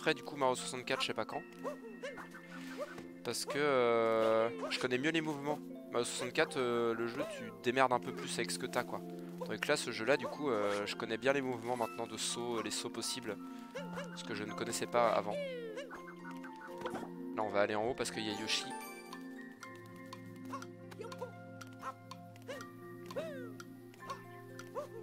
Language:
French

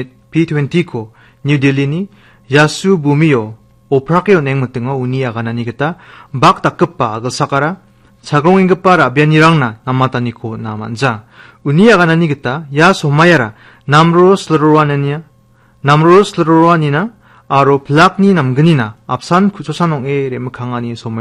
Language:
Garo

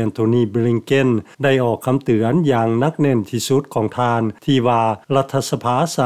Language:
Lao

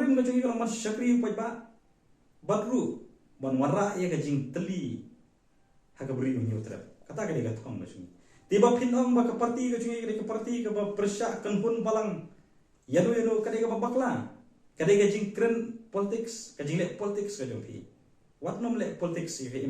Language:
Khasi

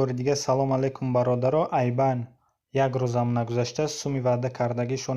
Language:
Tajik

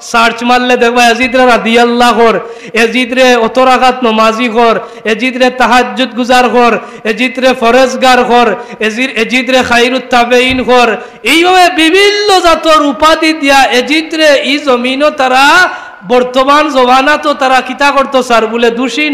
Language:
Sylheti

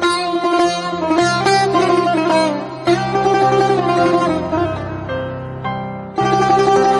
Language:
Persian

